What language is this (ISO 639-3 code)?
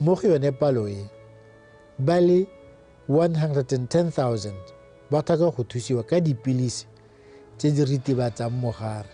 tsn